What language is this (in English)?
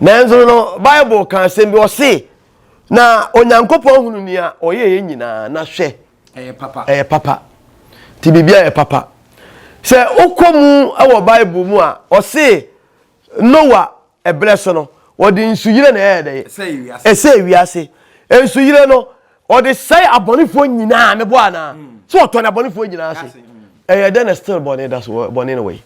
Akan